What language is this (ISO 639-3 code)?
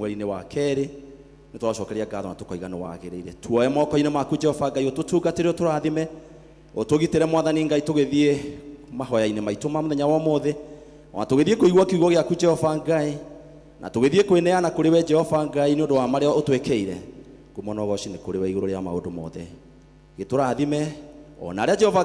kik